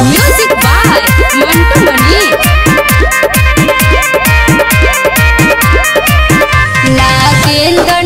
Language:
Bhojpuri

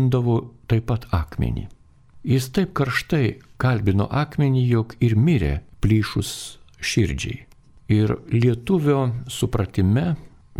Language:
Lithuanian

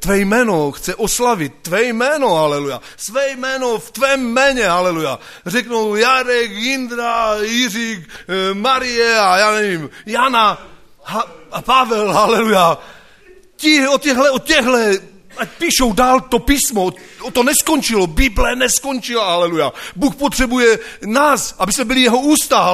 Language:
Czech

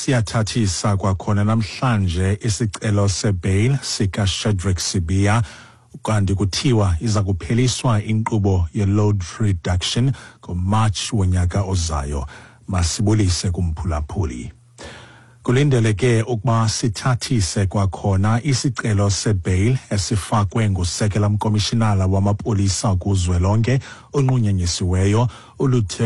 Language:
Xhosa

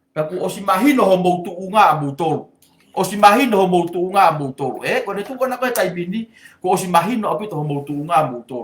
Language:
Tongan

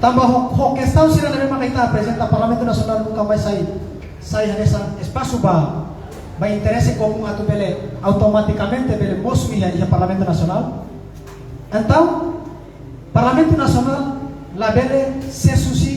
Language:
Tetum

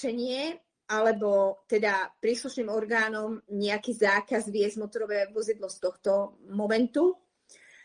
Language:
Slovak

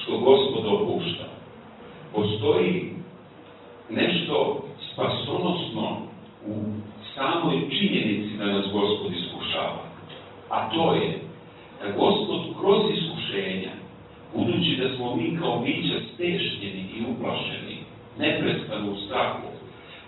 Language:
Serbian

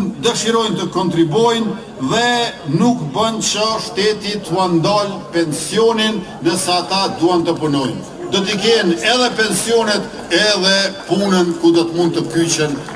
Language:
Albanian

